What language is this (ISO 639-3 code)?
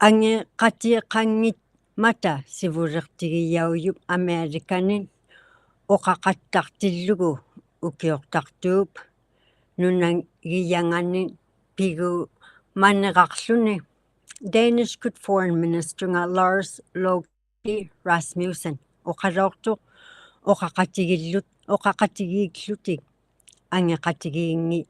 iku